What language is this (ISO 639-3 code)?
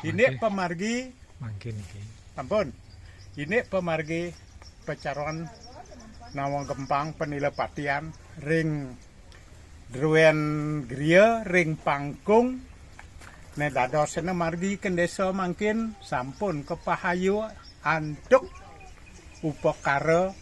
ban